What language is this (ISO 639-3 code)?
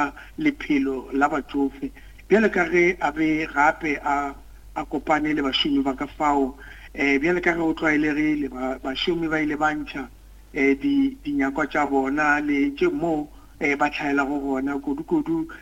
nso